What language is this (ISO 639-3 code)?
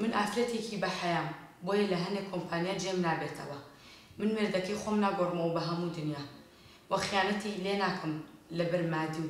ckb